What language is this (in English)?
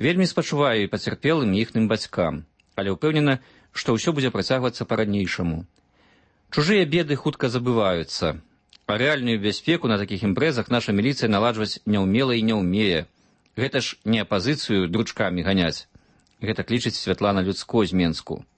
Belarusian